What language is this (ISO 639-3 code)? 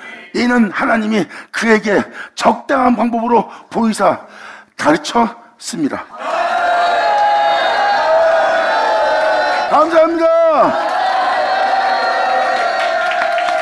kor